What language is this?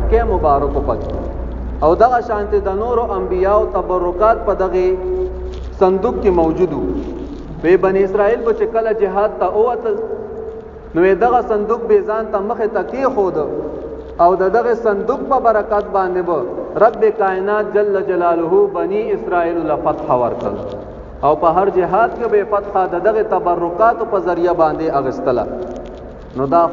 Pashto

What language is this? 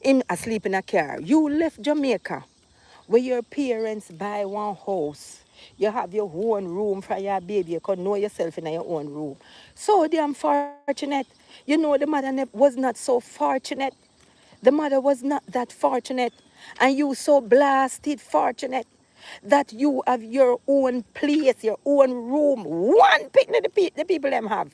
Jamaican Creole English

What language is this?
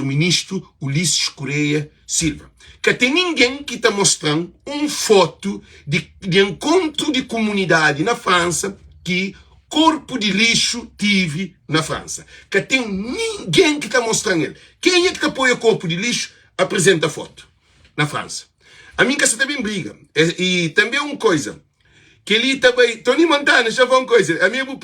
Kabuverdianu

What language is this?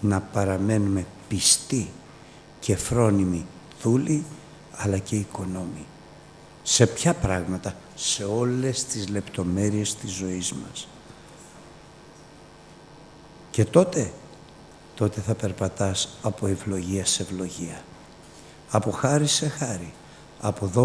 Greek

